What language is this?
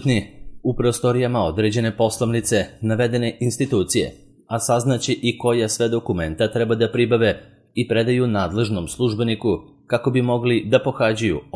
Serbian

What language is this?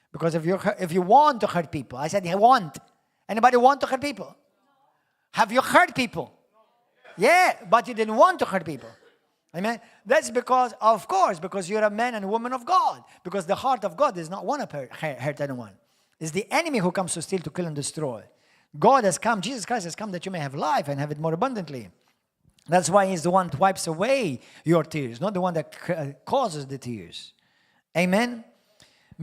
English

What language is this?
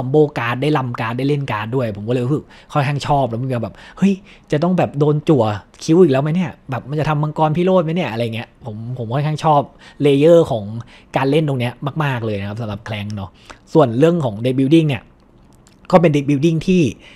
Thai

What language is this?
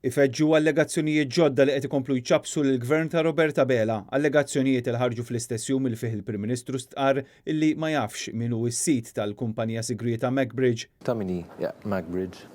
Maltese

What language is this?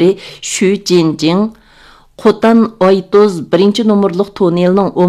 Uyghur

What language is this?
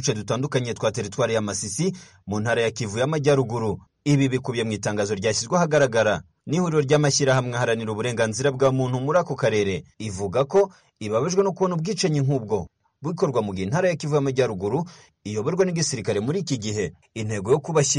Kinyarwanda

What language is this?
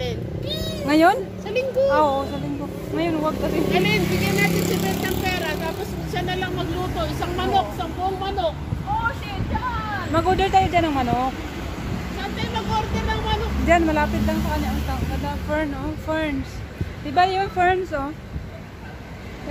Filipino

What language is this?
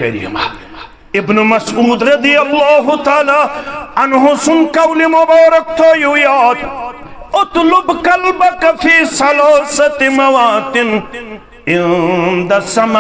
Kashmiri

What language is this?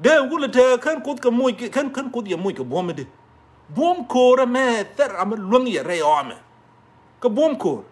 Nuer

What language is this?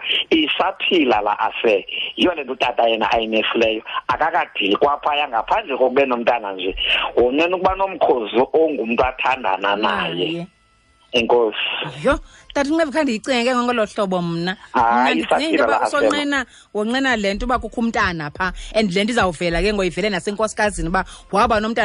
Xhosa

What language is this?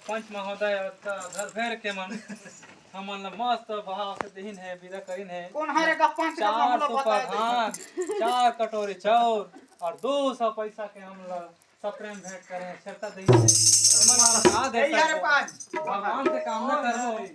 Chhattisgarhi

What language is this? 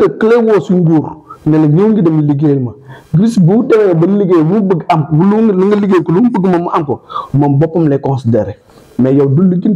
Wolof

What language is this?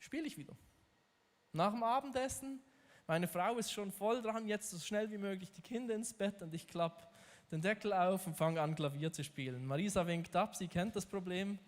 Swiss German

